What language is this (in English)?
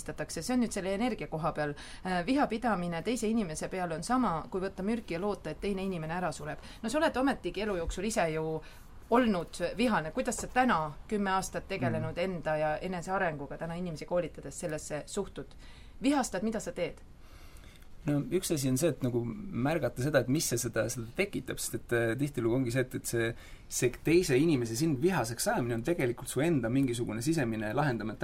Estonian